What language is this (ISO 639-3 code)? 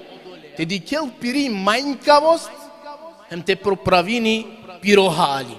rmn